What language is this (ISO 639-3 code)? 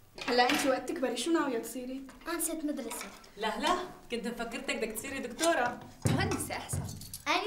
apc